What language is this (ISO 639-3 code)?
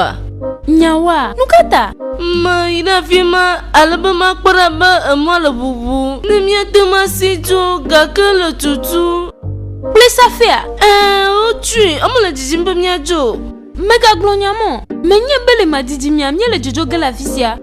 ewe